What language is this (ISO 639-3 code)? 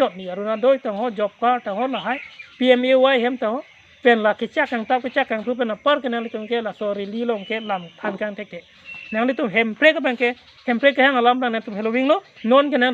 mjw